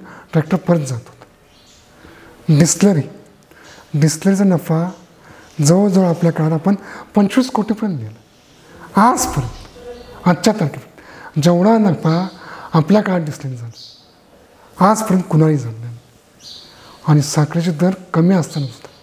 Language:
Marathi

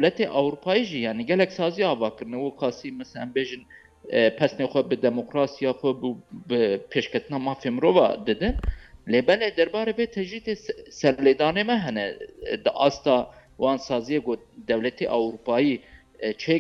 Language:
Kurdish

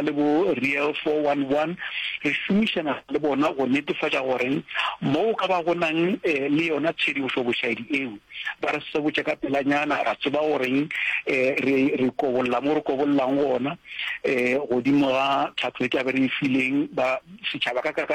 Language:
Northern Sotho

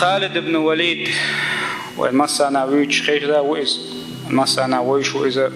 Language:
Chechen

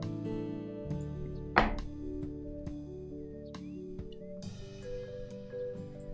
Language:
German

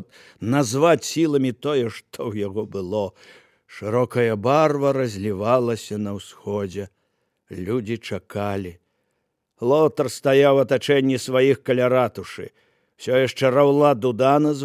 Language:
Belarusian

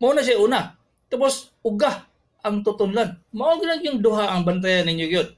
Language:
Cebuano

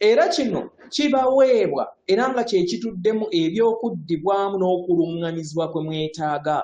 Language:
Ganda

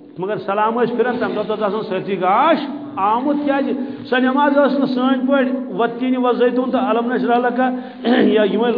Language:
Kashmiri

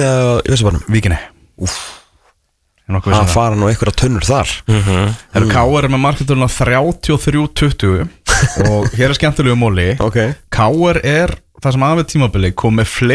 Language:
Icelandic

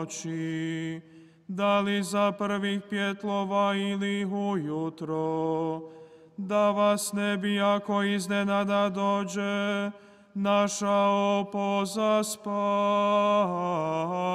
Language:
Croatian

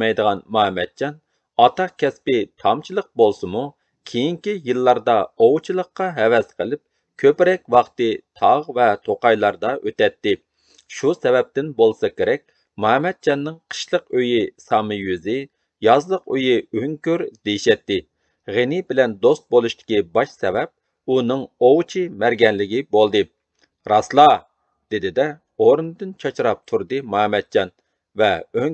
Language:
Uyghur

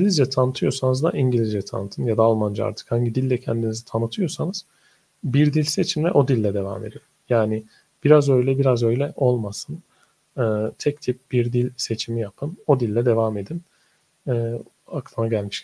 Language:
Turkish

